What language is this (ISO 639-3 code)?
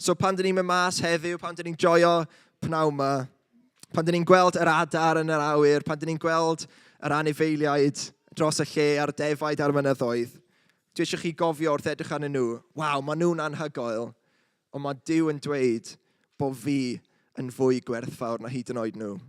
cym